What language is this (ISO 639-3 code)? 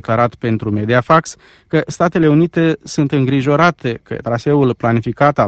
ron